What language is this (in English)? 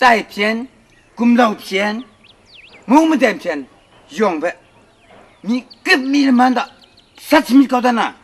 Kachin